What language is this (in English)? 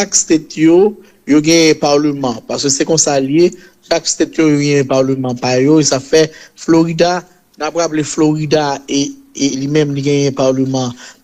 Haitian Creole